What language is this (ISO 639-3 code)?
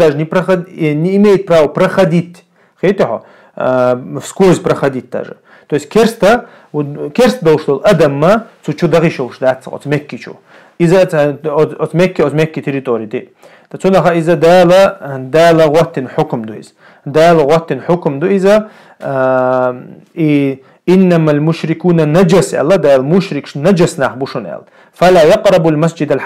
che